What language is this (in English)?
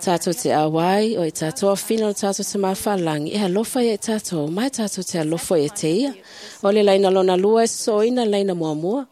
Samoan